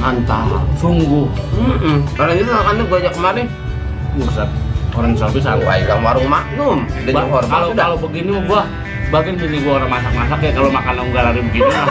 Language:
Betawi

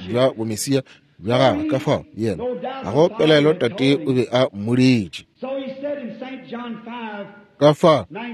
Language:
Northern Sotho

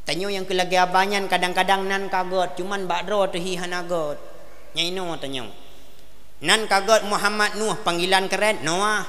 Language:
Achinese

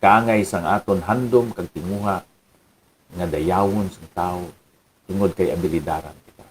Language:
Hiligaynon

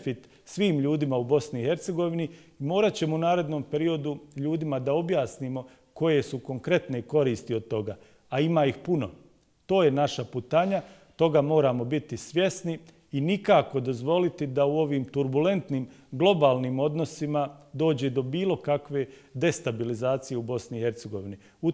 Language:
Bosnian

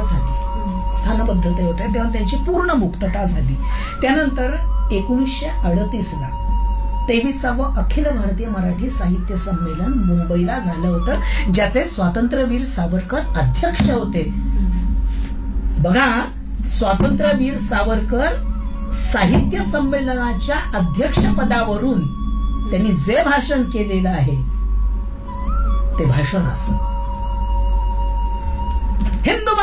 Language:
Marathi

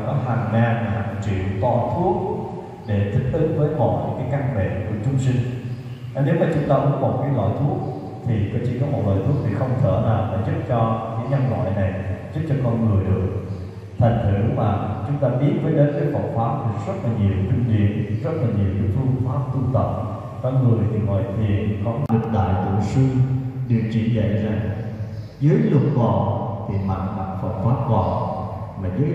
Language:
Vietnamese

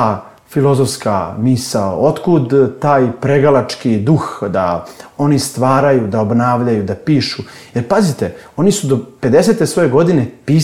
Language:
Serbian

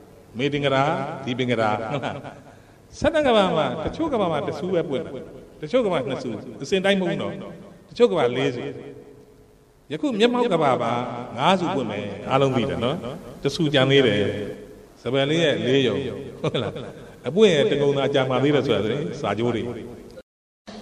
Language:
Burmese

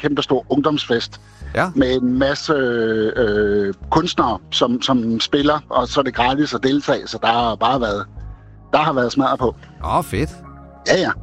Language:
Danish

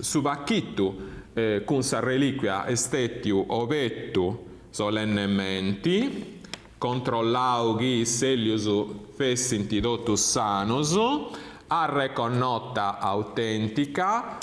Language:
Sardinian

